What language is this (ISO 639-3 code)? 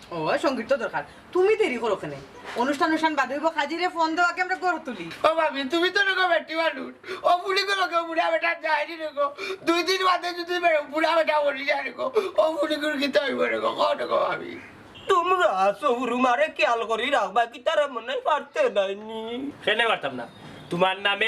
syl